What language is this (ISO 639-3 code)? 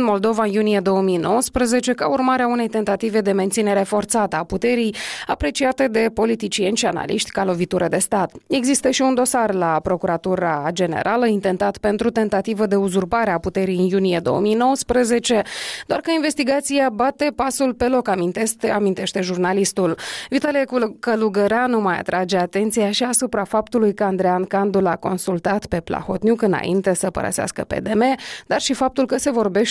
ron